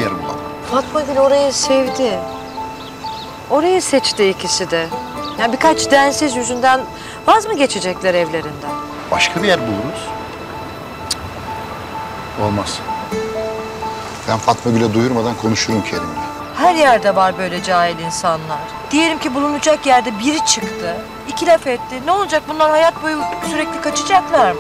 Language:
Turkish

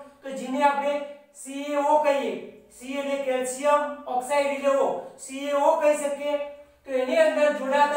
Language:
Gujarati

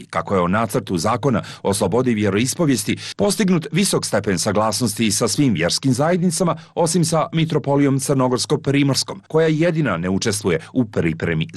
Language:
Serbian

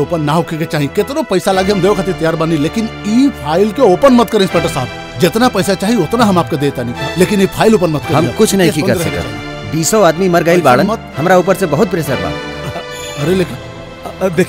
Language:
Bhojpuri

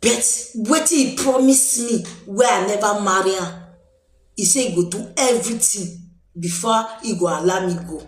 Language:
Nigerian Pidgin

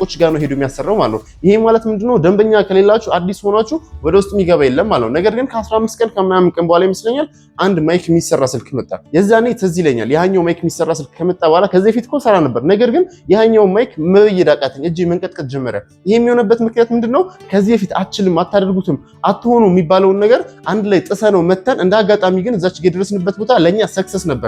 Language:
Amharic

